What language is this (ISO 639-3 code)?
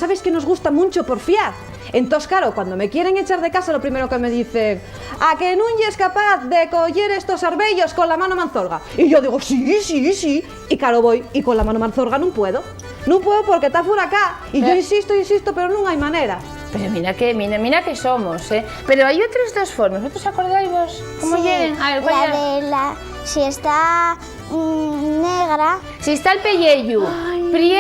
ast